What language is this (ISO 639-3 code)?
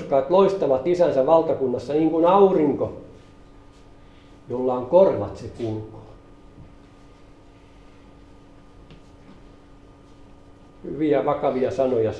fin